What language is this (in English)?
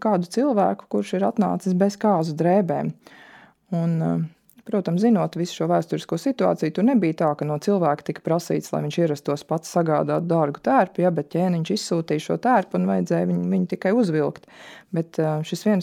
Latvian